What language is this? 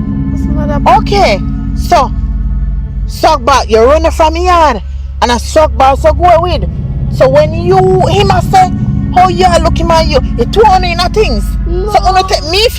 Jamaican Creole English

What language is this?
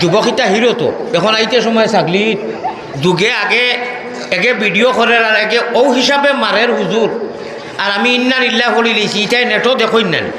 Sylheti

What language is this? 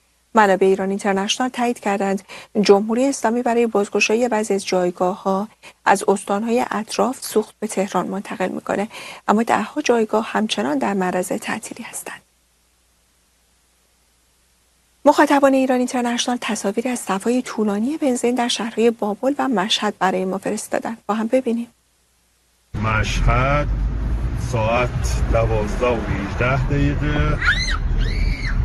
Persian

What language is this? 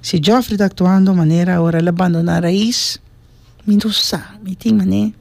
Papiamento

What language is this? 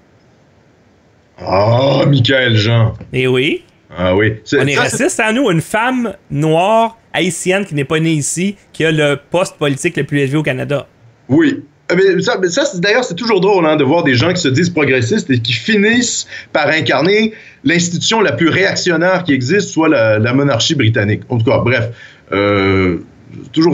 French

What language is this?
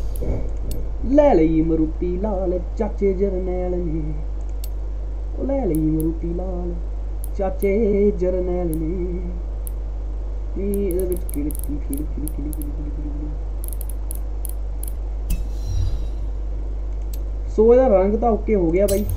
Punjabi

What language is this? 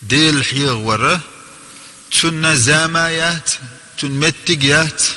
Chechen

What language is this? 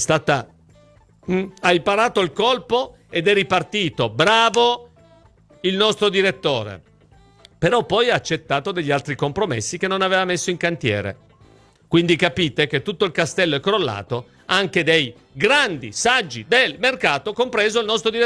Italian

